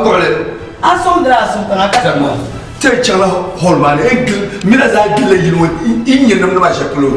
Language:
Dagbani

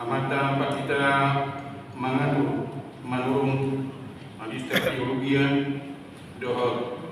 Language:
Batak Toba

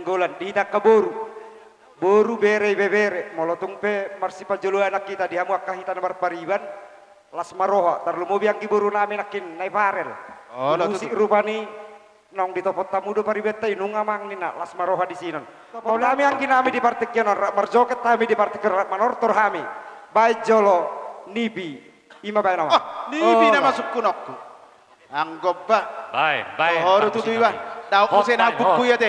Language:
Batak Toba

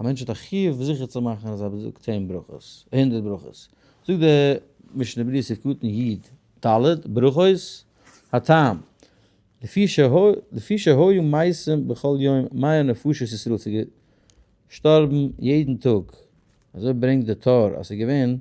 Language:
Yiddish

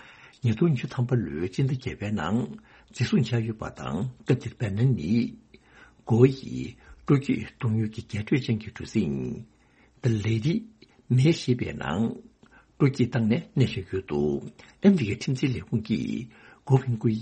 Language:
Tibetan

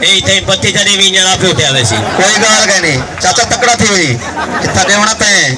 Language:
Saraiki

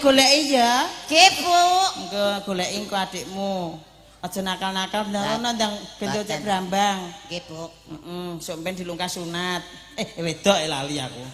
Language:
Javanese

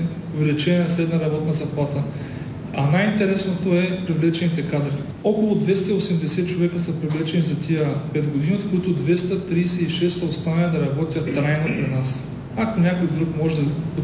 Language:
Bulgarian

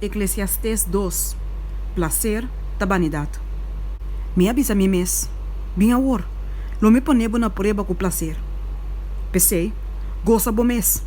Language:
Papiamento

